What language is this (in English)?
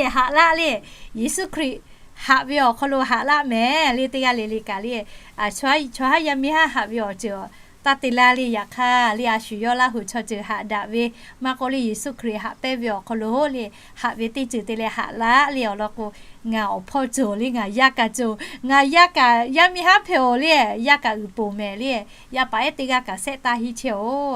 Lahu